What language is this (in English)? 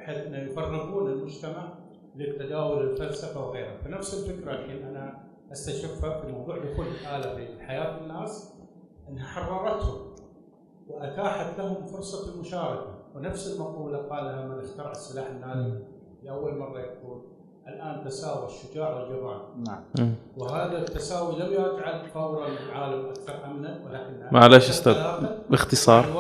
Arabic